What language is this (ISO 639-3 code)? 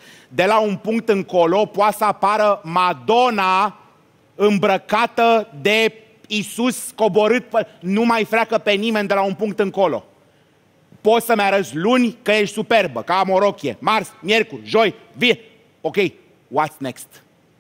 ron